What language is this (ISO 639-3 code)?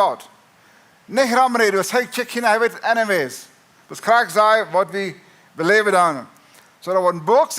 pdt